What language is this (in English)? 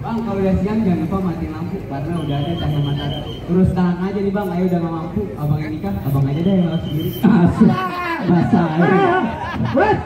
Betawi